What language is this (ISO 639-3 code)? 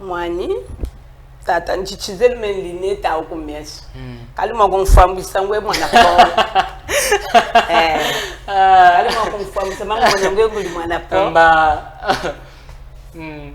cjk